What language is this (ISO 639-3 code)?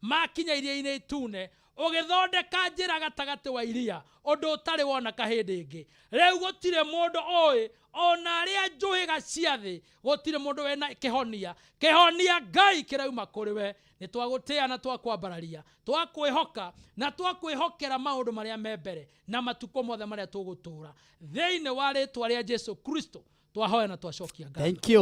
kik